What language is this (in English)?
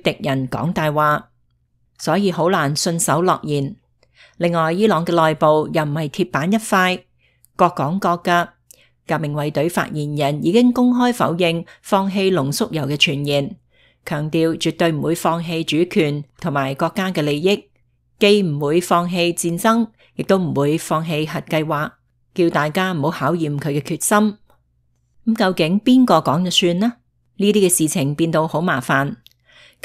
Cantonese